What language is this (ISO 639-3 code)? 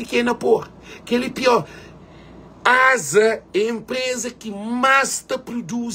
kea